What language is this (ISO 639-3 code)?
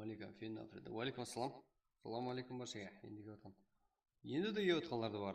kaa